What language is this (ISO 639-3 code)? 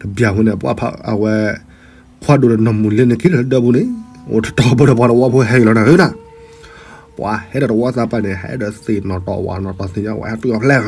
ksw